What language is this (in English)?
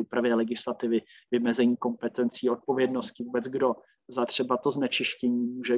Czech